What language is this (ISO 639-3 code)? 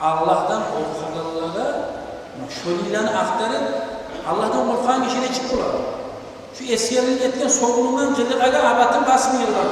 kum